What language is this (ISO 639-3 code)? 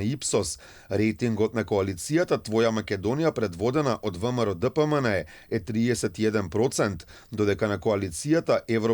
mkd